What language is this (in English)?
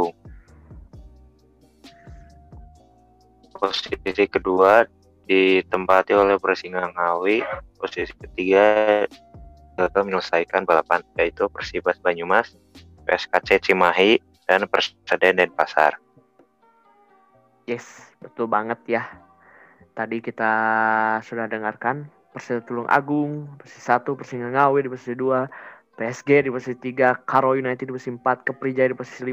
Indonesian